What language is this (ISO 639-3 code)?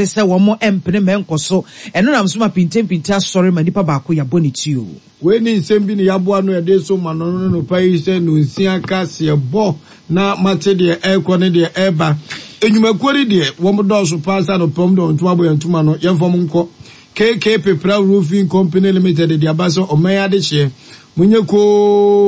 aka